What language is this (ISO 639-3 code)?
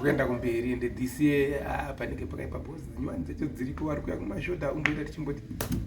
sna